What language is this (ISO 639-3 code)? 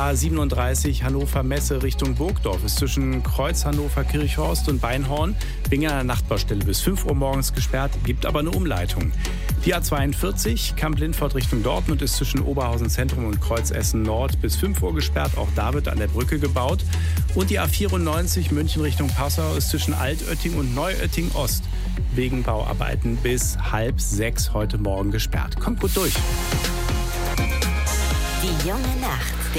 deu